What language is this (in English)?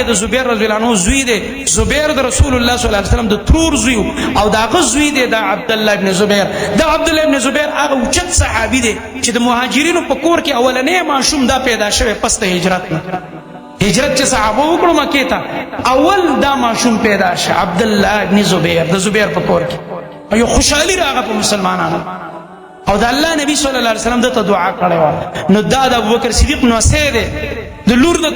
Pashto